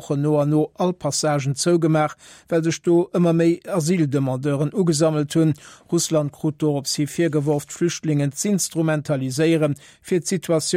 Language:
Luxembourgish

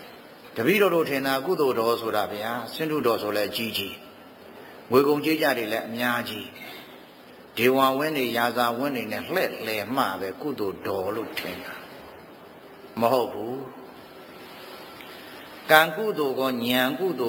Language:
Burmese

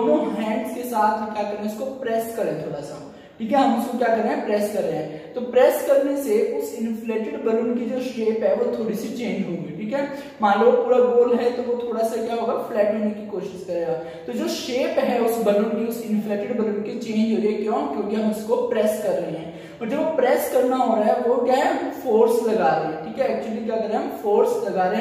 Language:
Hindi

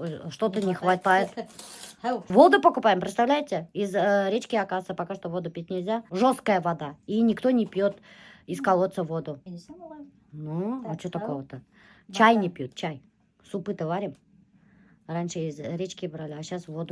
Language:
Bashkir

